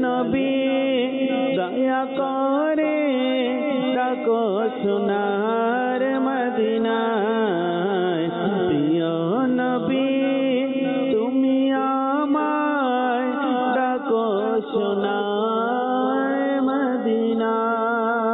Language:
Bangla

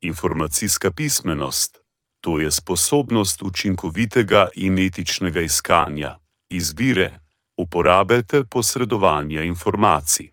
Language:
Slovenian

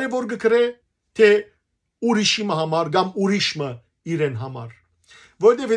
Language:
Western Armenian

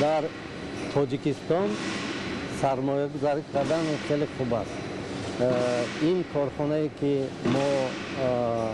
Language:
Tajik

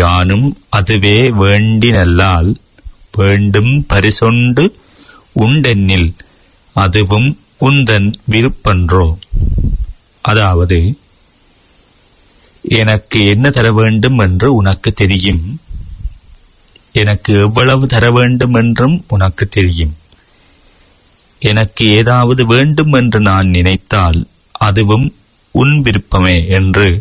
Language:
Tamil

